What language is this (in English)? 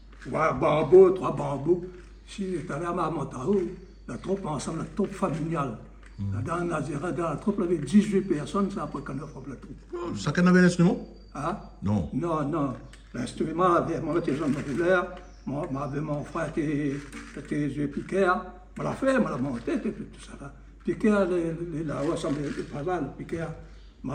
Réunion Creole French